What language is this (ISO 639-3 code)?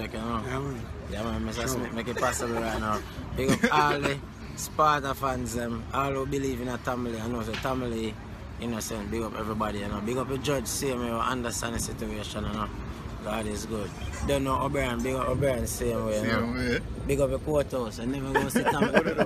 jam